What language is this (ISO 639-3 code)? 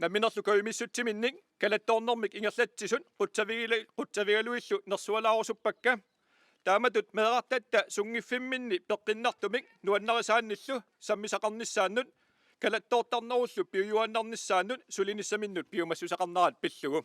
kal